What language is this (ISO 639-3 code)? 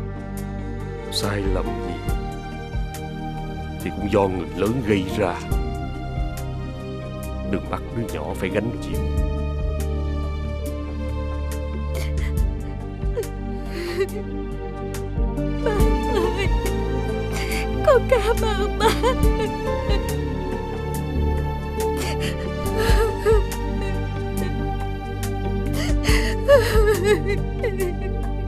vie